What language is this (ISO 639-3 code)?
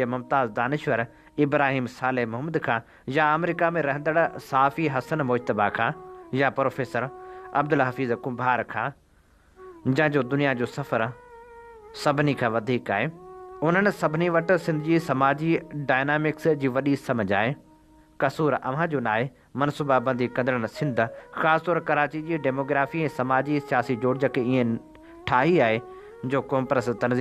snd